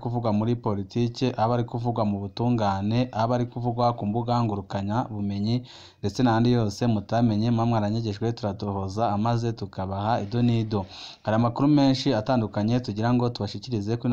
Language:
Rundi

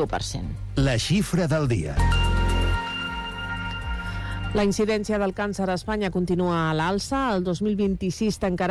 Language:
Catalan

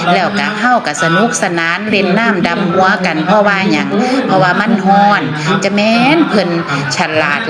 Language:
Northeastern Thai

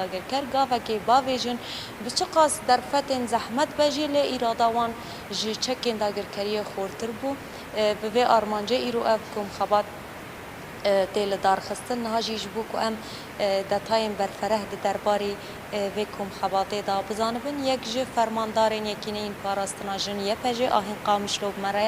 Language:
Kurdish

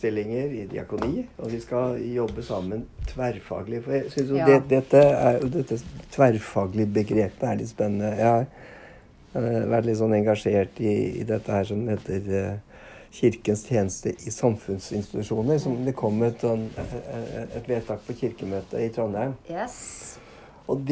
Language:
Norwegian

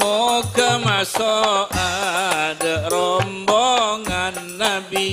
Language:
Madurese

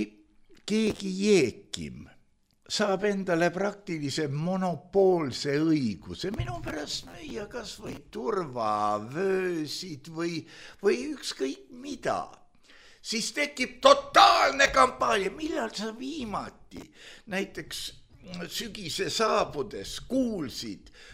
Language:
Estonian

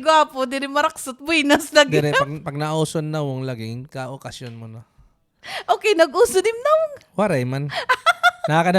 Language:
Waray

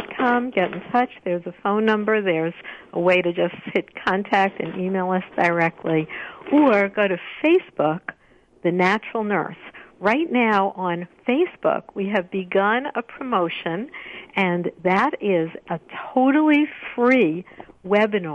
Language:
English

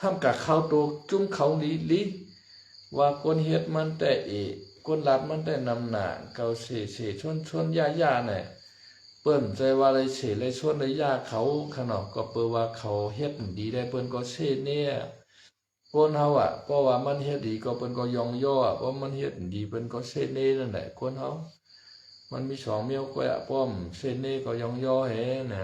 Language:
Shan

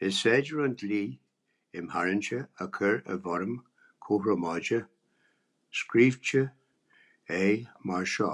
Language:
Irish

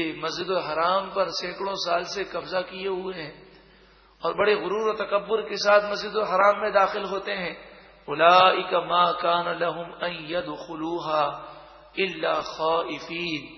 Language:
Urdu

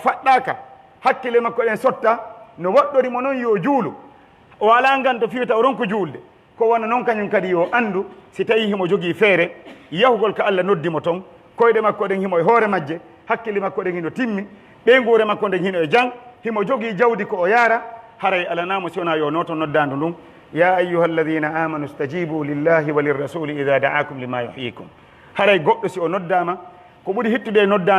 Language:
Pular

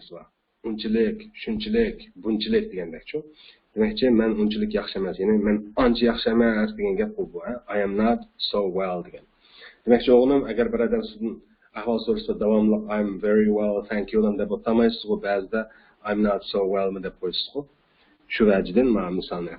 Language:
Uyghur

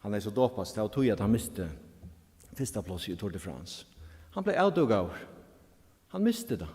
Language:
Faroese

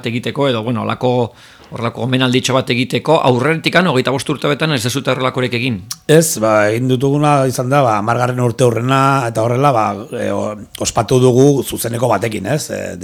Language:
Basque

